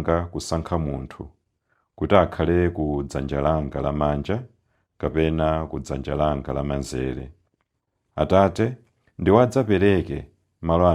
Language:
Nyanja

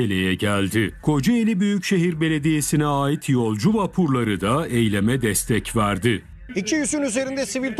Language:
Turkish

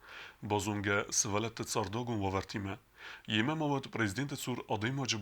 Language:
Ossetic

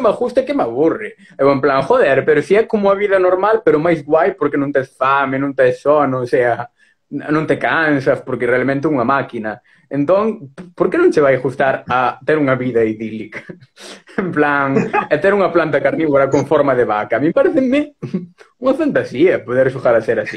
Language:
Galician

